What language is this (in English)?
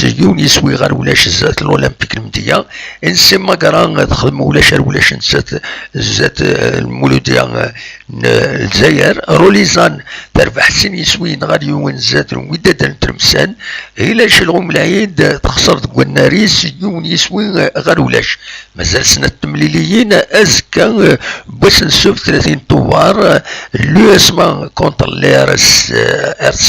Kabyle